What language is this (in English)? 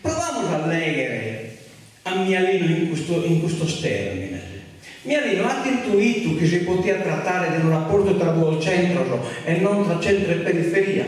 Sardinian